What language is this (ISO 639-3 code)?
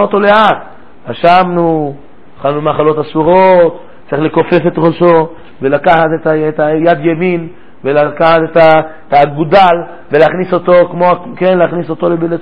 heb